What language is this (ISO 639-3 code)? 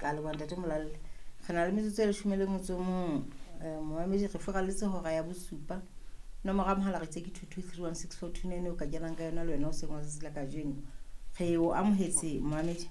sot